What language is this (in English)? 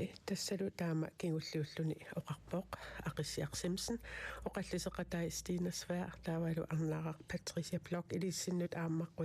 Kalaallisut